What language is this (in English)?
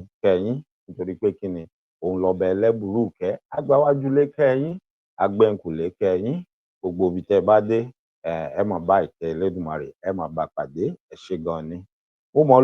Yoruba